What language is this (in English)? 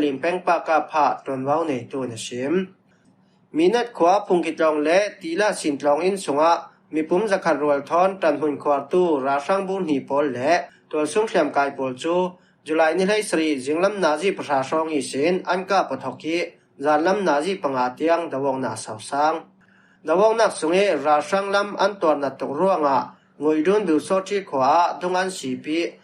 Falam Chin